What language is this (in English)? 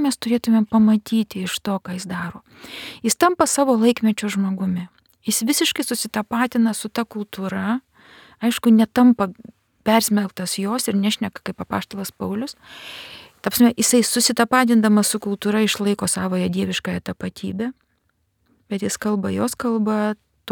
Lithuanian